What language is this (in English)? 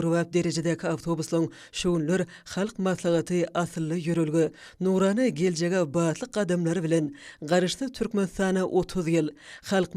Turkmen